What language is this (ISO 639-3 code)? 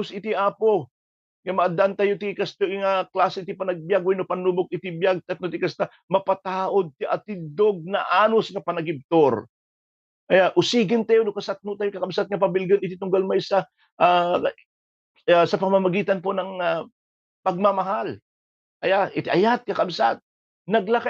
ilo